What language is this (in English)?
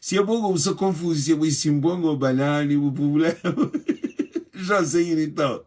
Kabuverdianu